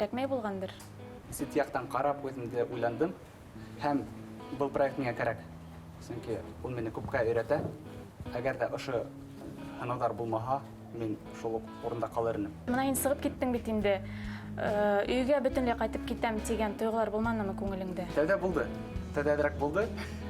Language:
Bashkir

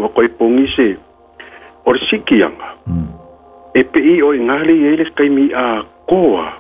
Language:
Samoan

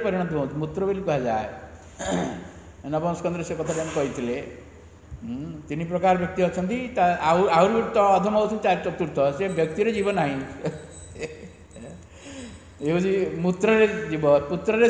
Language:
Odia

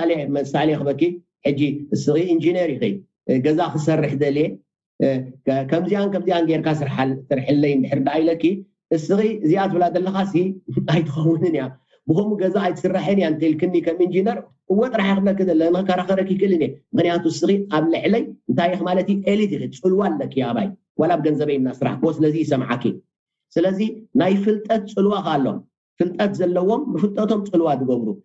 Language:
Tigrinya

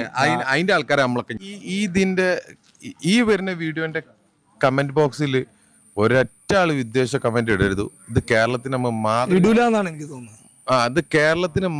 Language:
Malayalam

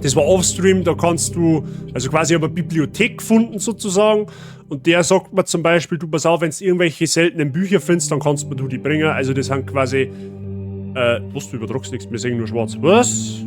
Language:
Bavarian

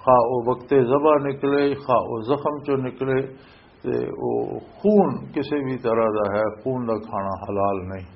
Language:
Western Panjabi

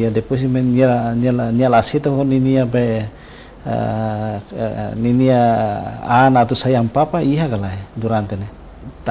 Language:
Tetum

